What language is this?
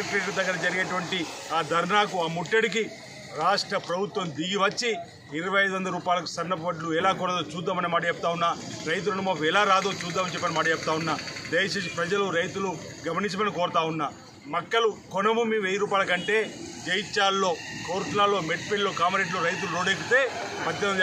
Telugu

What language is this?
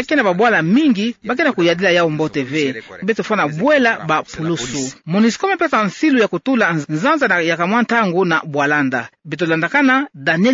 Kituba (Democratic Republic of Congo)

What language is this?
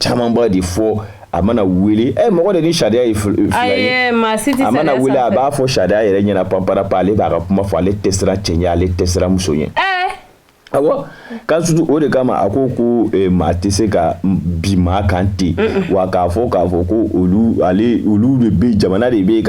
Bambara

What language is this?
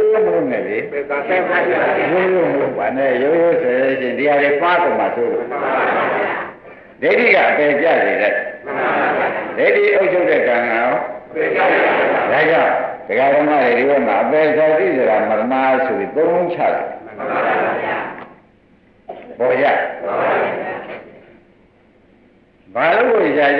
Burmese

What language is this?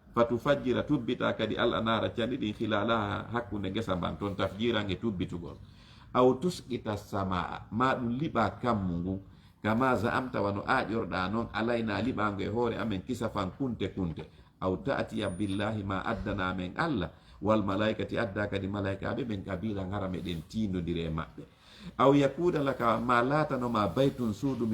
Fula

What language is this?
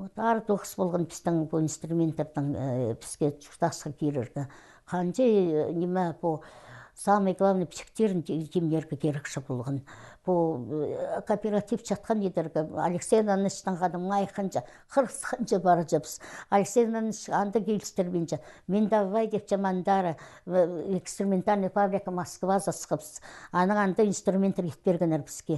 Khakas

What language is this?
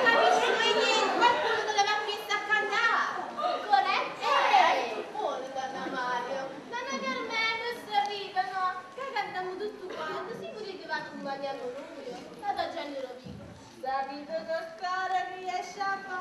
Neapolitan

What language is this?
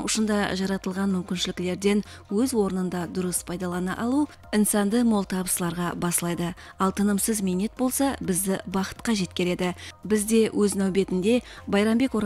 Kara-Kalpak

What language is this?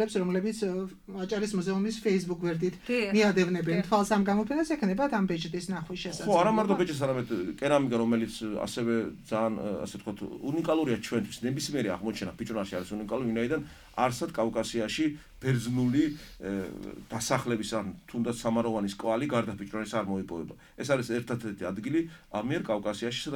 Georgian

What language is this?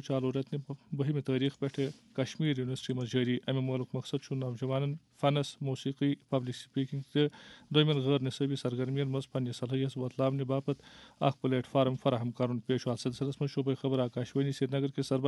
Kashmiri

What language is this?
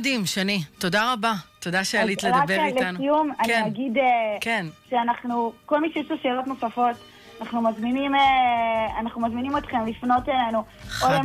Hebrew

